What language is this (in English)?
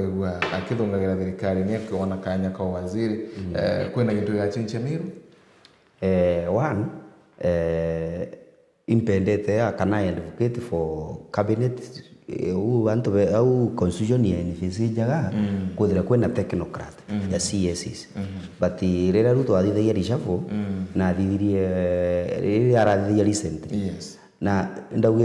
Meru